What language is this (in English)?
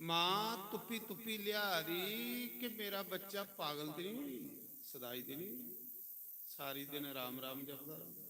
Dogri